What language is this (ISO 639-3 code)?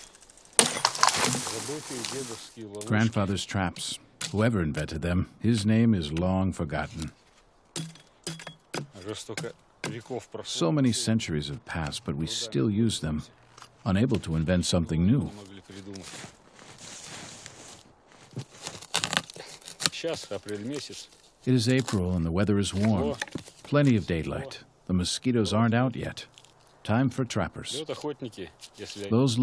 eng